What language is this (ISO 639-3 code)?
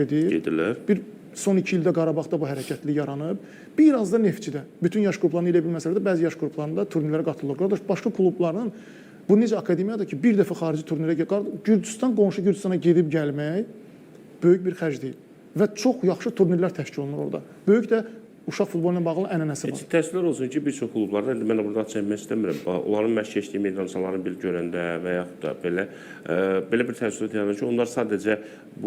aze